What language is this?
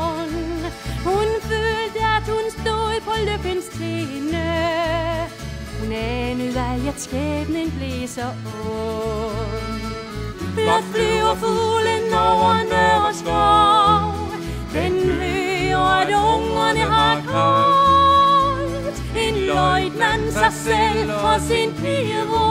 Danish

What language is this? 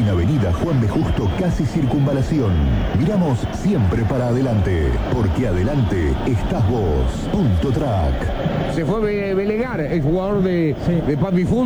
Spanish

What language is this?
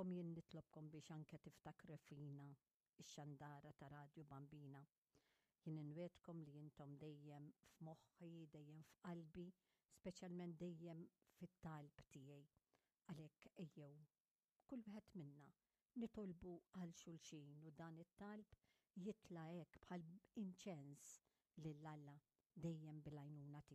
Maltese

